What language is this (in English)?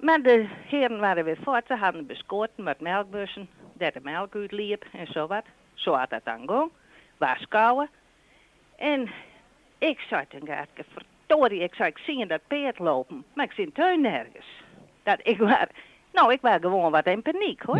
Western Frisian